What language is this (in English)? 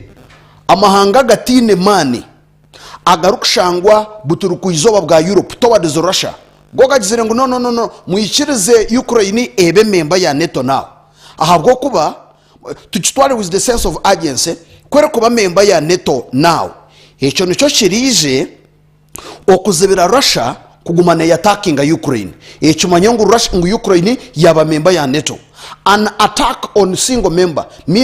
Nyankole